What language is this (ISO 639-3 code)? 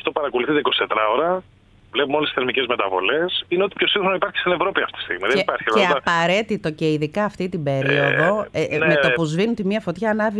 ell